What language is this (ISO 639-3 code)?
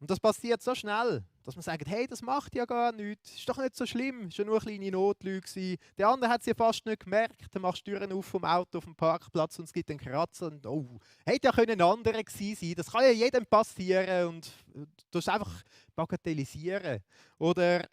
gsw